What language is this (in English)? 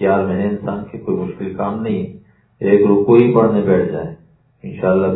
Urdu